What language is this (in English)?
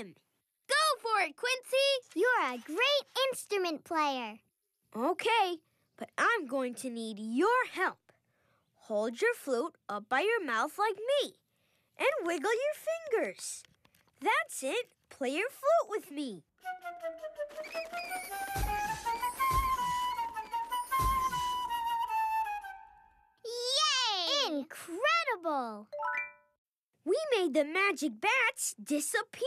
English